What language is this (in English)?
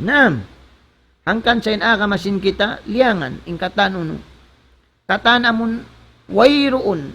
Tausug